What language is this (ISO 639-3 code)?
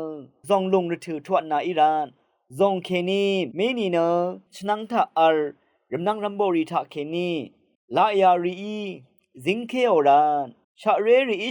raw